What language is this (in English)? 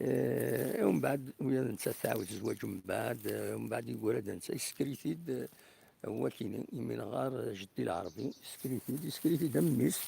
Kabyle